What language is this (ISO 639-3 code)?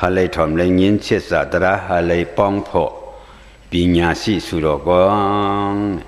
shn